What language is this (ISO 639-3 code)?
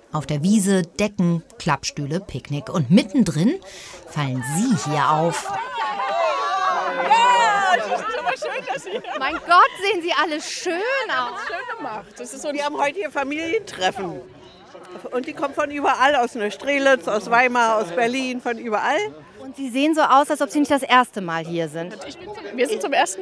deu